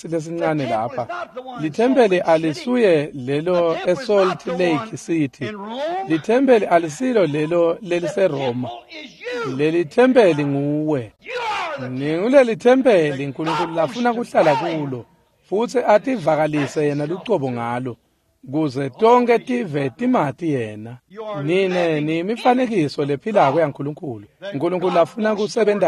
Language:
Swati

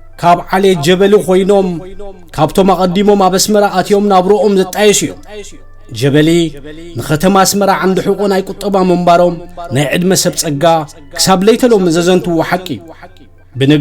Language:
Tigrinya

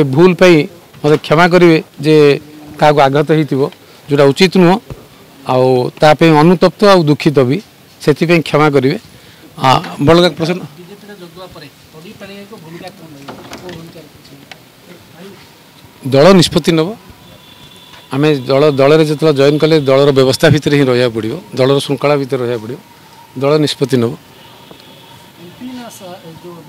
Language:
Odia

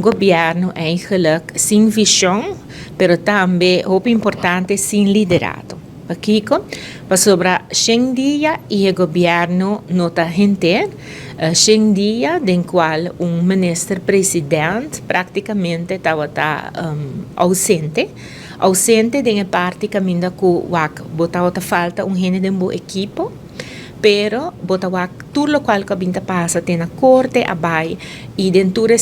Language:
Papiamento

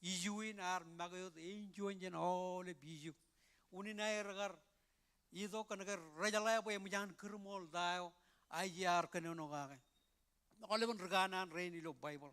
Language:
Marshallese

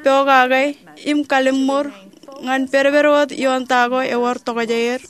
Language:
Marshallese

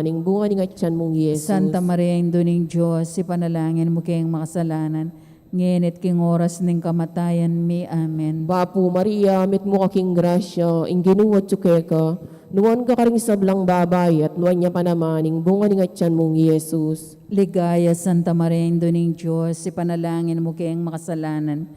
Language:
Pampanga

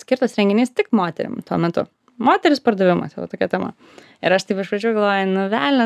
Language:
Lithuanian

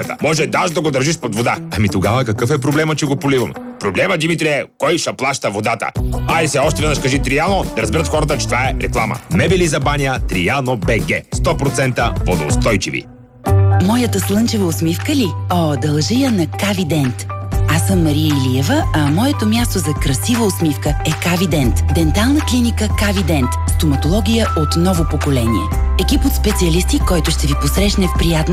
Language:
Bulgarian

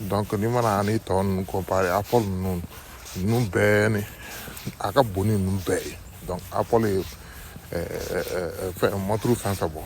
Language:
Bambara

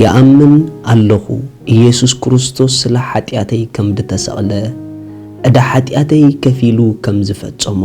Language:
Tigrinya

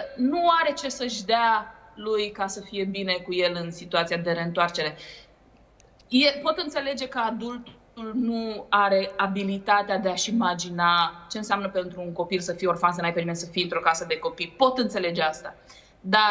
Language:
Romanian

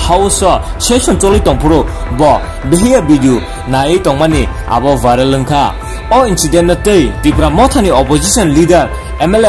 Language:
Kok Borok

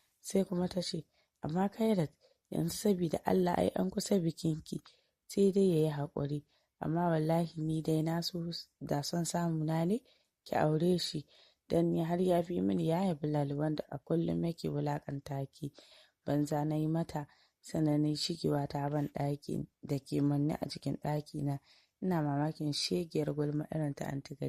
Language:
Hausa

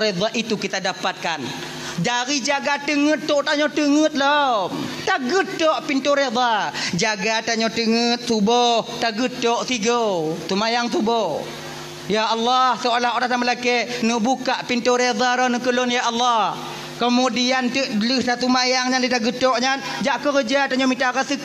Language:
Achinese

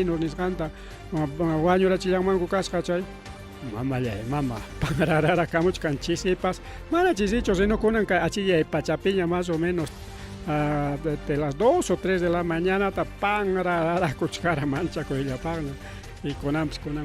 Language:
Ayacucho Quechua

